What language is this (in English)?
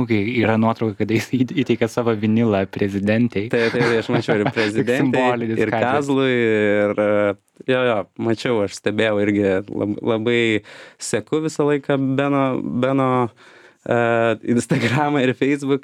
Lithuanian